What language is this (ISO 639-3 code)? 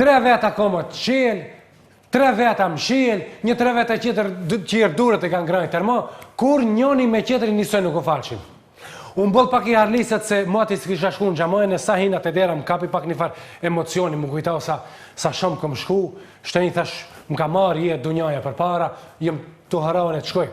sqi